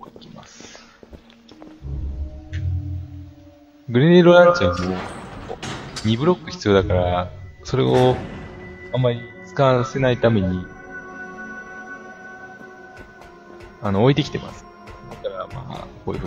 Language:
Japanese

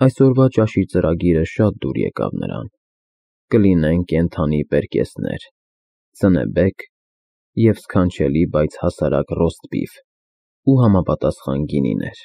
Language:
Armenian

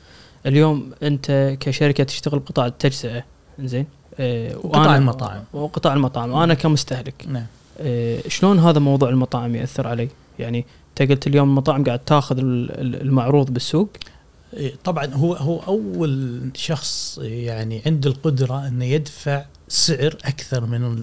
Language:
Gulf Arabic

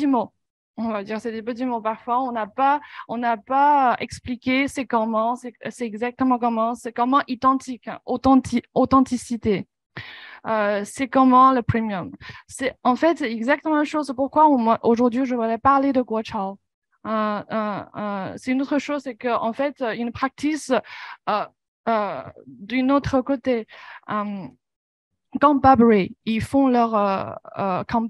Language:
French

